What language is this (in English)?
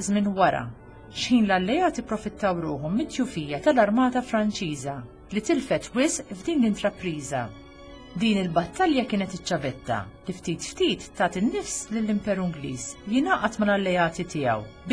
Maltese